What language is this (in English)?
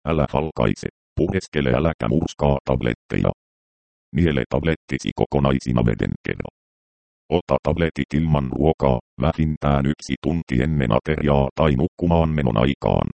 Finnish